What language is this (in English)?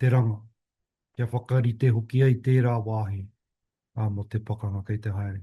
Māori